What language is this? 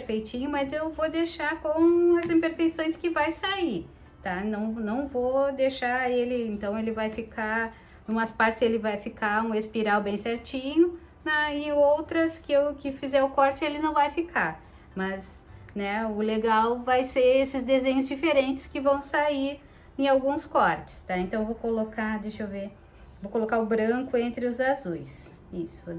Portuguese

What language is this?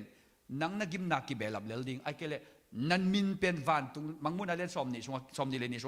Tedim Chin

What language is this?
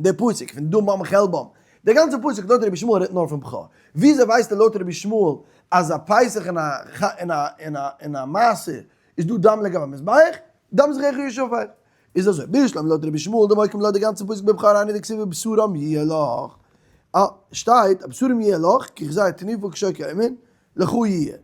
Yiddish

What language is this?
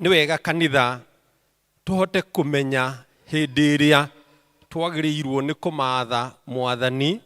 Kikuyu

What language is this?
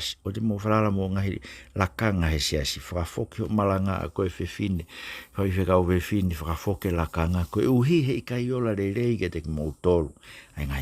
Tongan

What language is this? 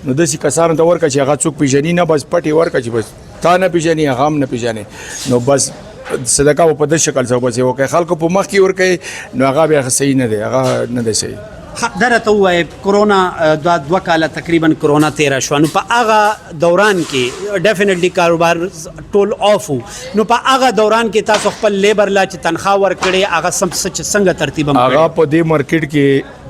Pashto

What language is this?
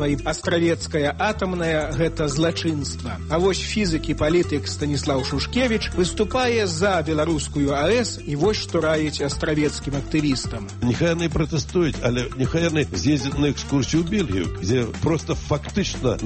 Belarusian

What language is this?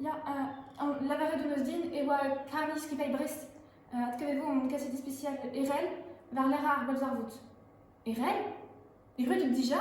Breton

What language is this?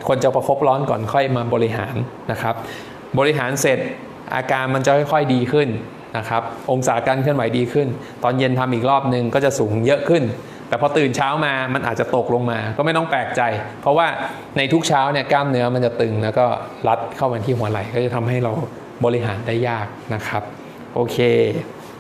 Thai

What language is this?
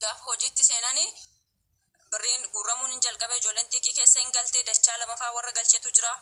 Oromo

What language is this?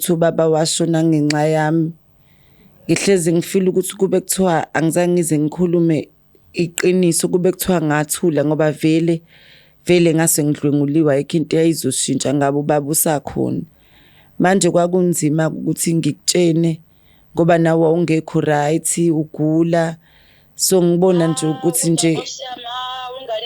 Zulu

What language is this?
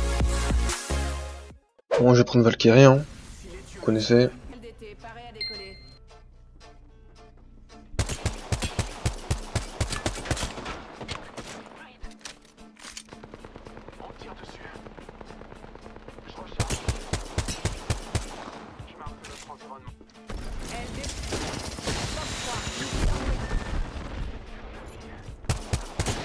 French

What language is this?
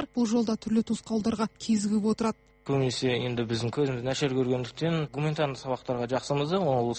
Kazakh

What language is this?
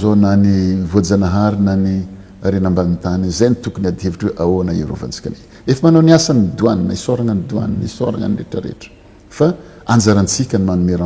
Malagasy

